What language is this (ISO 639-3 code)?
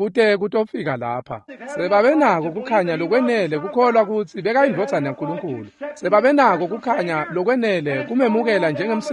ssw